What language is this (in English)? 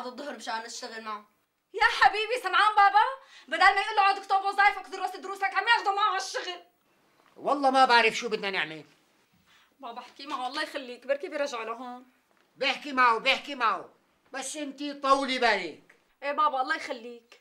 North Levantine Arabic